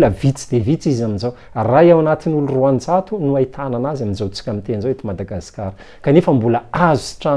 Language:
Malagasy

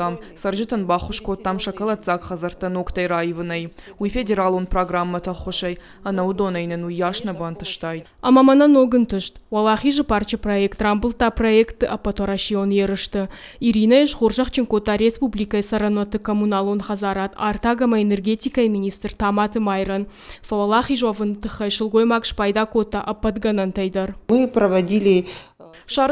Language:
Ossetic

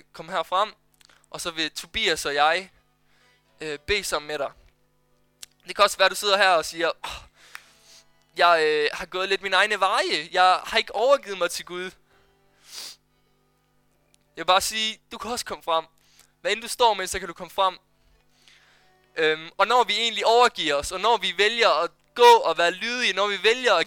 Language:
Danish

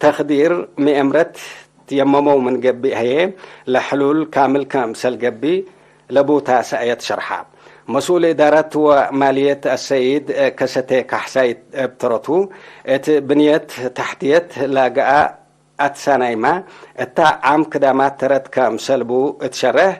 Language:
Tigre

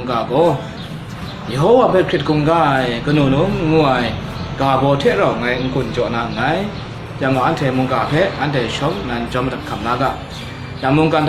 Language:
Kachin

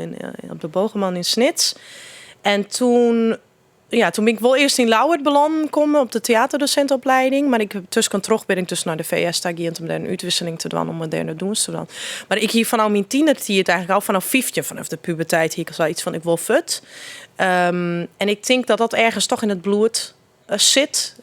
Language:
Western Frisian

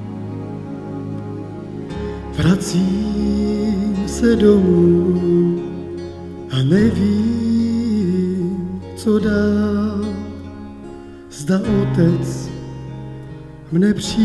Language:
Czech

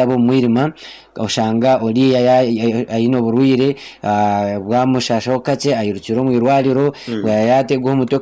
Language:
Nyankole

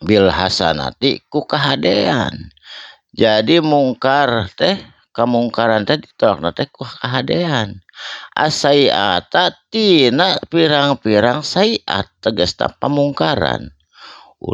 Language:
Sundanese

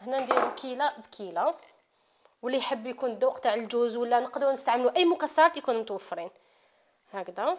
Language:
Algerian Arabic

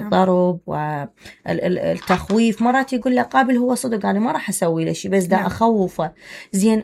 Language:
Mesopotamian Arabic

